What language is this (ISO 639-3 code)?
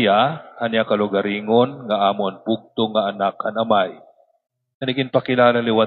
war